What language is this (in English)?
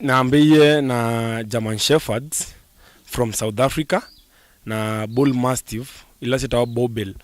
Kamba